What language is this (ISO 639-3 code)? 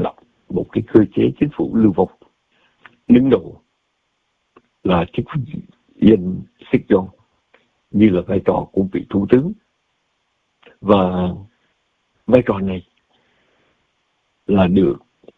vie